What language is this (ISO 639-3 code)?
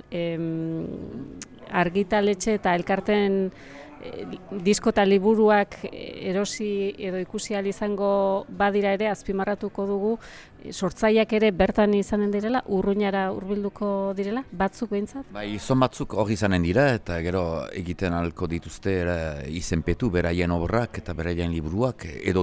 eus